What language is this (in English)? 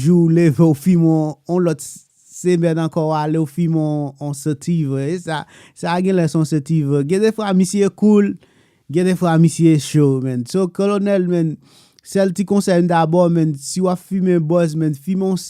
Haitian Creole